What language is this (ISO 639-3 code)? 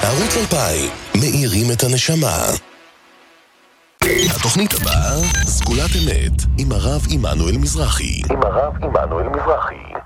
heb